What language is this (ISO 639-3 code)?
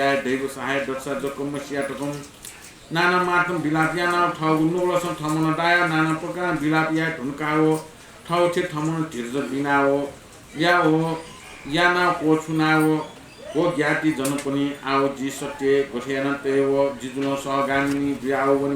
new